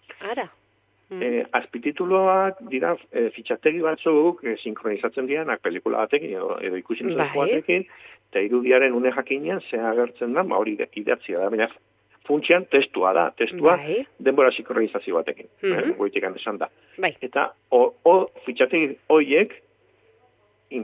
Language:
Basque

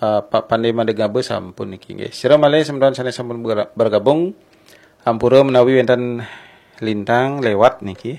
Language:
Balinese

